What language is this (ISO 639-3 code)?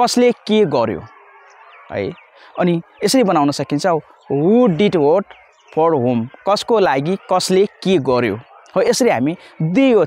nep